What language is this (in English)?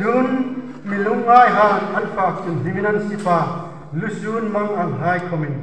Hmar